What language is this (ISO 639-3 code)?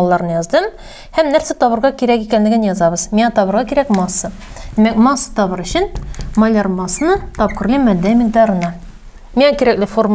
tat